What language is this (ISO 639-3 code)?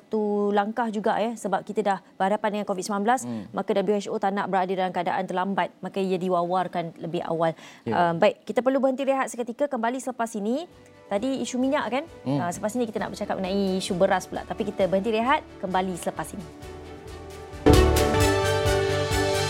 msa